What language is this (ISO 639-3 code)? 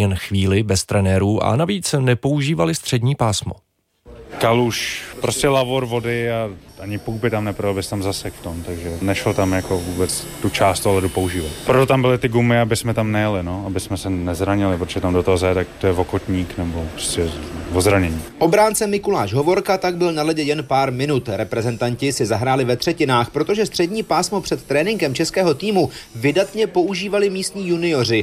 ces